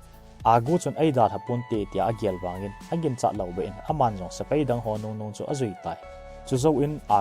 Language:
Thado Chin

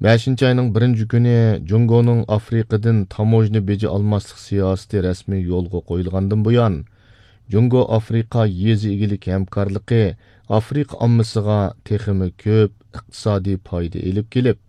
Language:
Uyghur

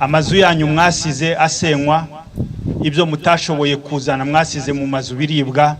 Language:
Kinyarwanda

